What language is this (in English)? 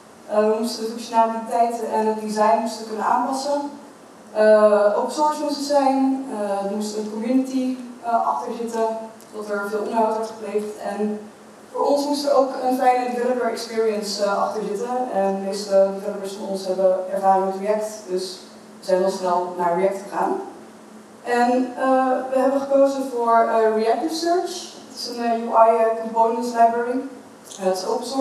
Dutch